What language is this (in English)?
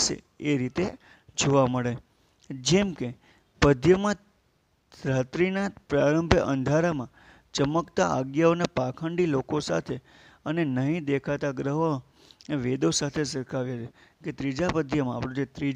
Gujarati